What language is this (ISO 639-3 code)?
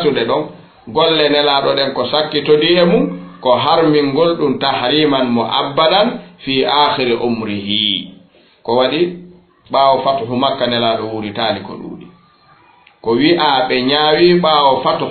ful